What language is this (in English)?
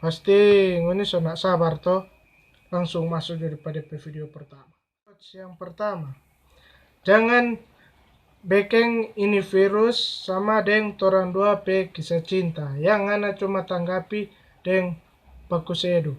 Manado Malay